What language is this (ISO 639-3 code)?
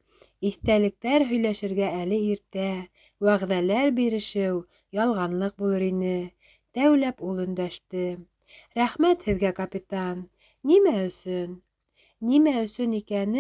bak